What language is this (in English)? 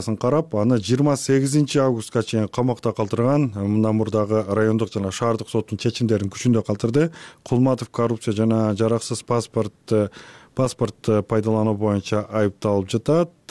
Kyrgyz